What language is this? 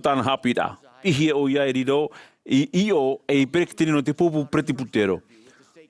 Tahitian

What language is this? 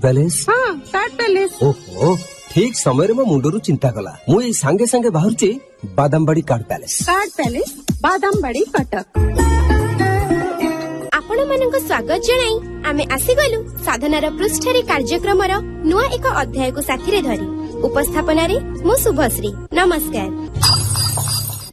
Odia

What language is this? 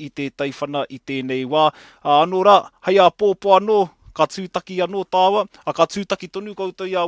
Māori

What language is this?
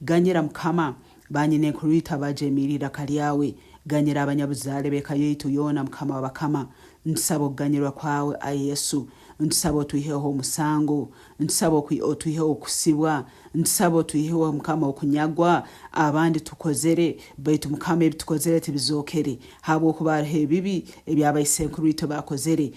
Nyankole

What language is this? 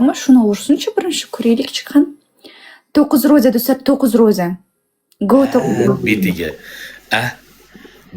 Uzbek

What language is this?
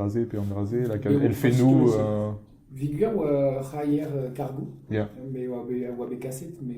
Breton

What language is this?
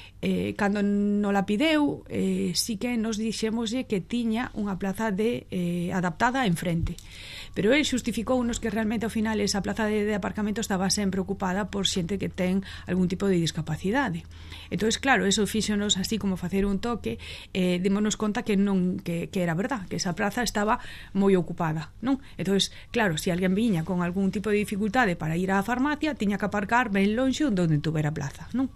Galician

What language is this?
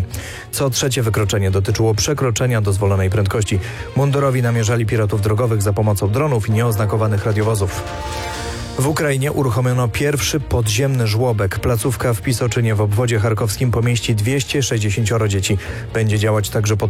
Polish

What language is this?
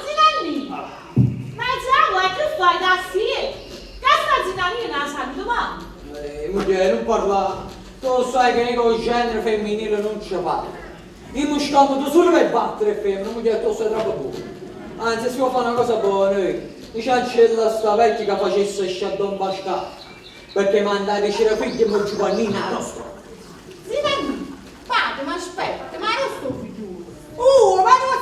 Neapolitan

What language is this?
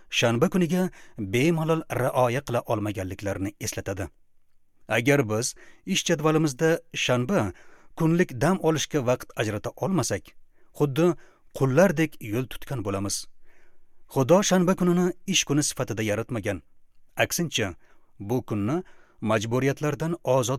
Uzbek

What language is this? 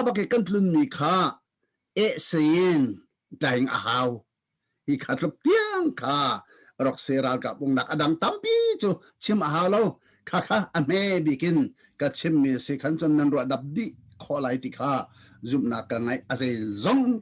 Hakha Chin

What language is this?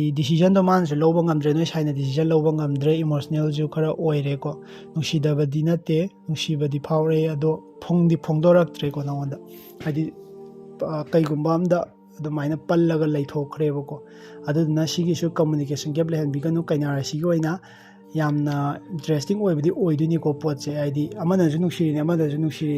Manipuri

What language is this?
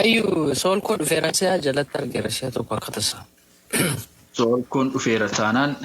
Oromo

